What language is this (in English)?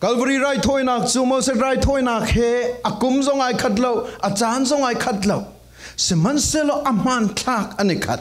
Falam Chin